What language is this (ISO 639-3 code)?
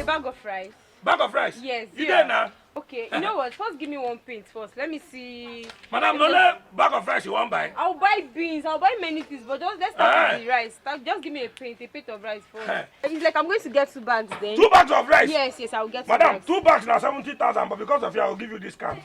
pcm